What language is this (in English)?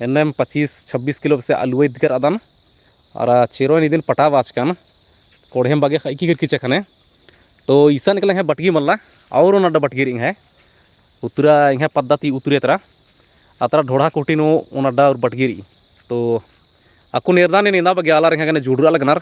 Kurukh